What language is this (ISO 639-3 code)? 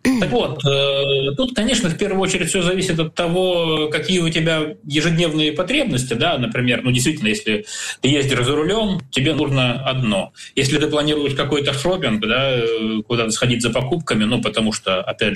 rus